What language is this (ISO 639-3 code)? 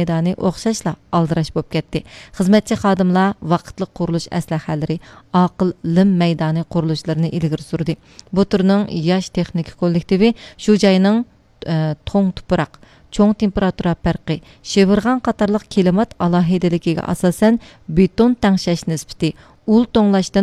uig